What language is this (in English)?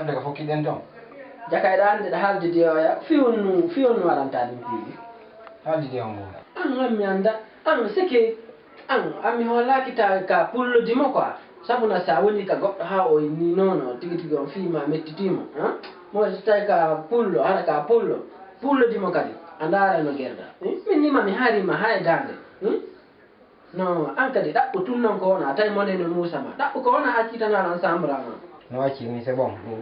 Fula